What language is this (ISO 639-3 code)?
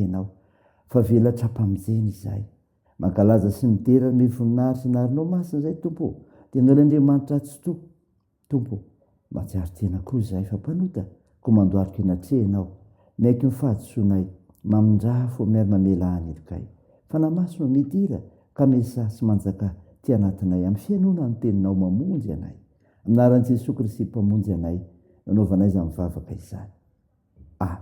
mlg